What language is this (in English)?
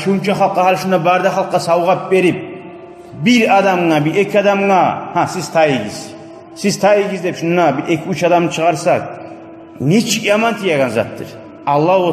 Kumyk